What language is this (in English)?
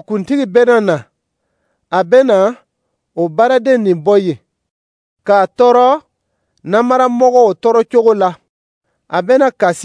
Dyula